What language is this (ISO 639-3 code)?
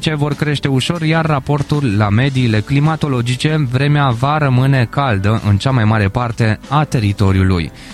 ron